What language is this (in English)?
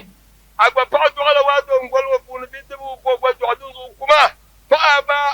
Dagbani